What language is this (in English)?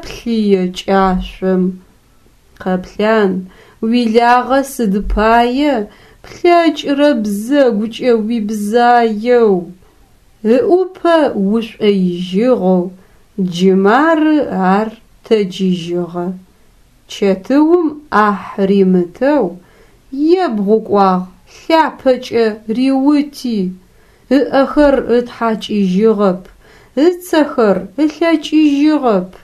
Adyghe